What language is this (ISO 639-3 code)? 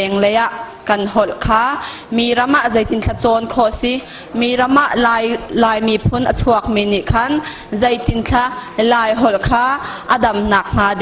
cnh